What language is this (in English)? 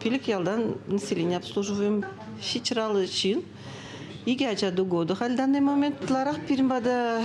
Chuvash